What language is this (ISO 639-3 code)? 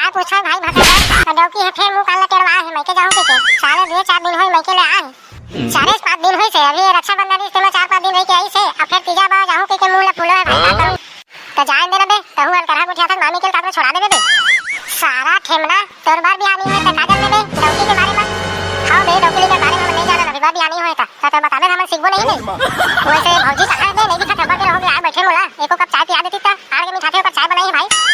hne